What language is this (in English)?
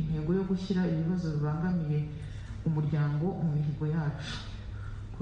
Kinyarwanda